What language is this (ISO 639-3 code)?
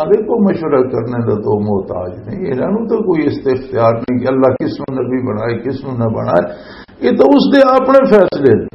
lah